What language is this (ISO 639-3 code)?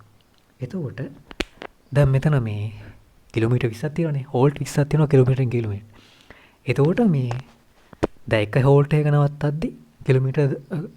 sin